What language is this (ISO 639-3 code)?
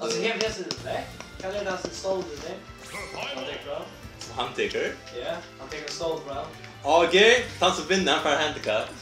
fao